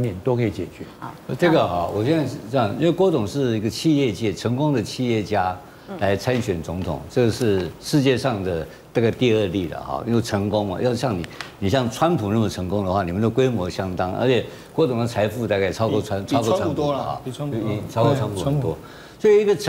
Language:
Chinese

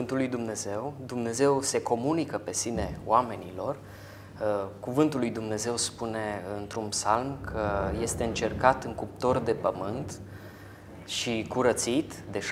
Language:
Romanian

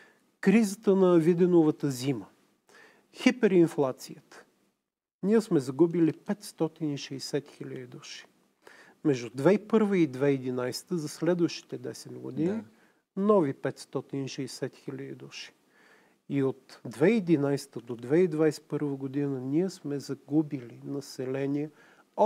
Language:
Bulgarian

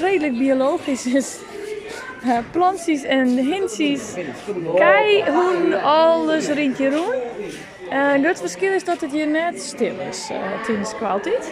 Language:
Western Frisian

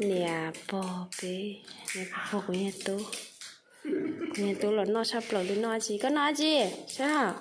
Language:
Hmong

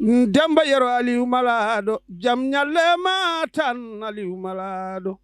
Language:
Fula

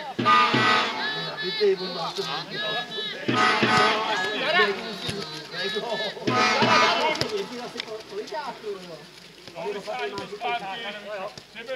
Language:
Czech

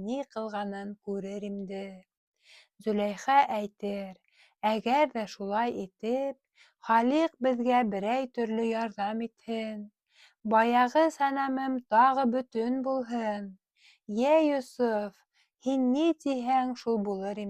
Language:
Bashkir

